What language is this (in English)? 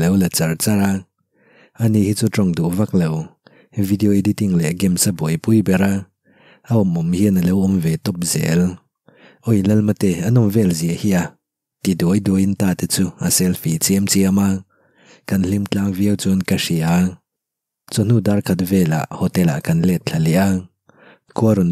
Mizo